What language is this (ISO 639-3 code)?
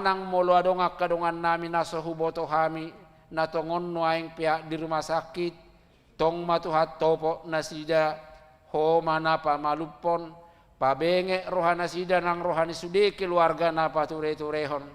bbc